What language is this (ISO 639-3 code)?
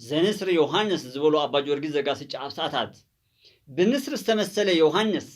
tir